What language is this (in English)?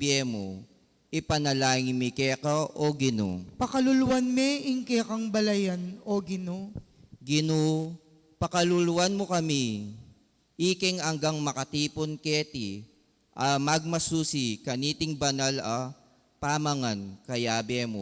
Pampanga